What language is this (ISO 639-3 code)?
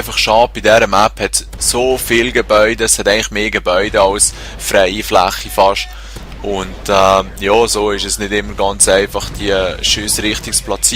gsw